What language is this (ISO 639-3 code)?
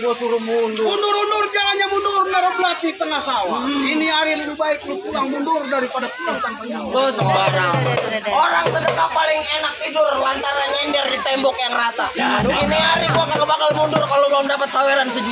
bew